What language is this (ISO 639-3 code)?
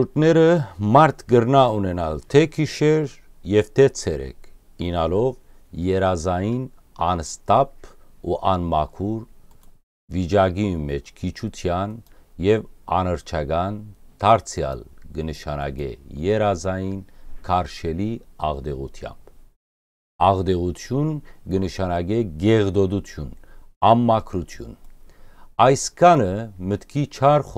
hyw